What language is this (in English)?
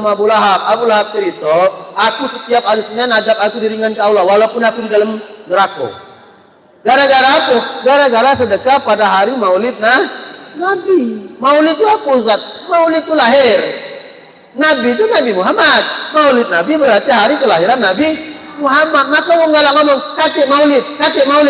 Musi